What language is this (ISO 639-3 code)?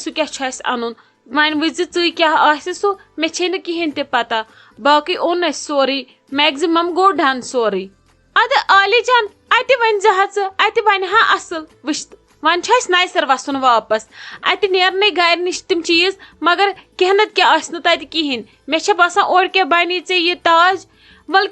kas